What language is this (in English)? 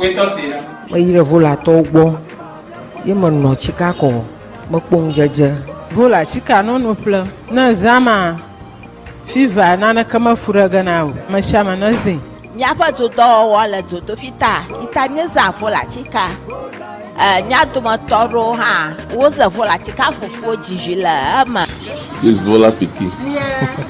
Ewe